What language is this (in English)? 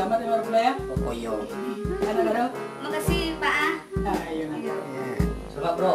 Minangkabau